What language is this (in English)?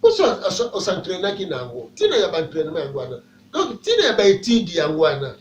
Lingala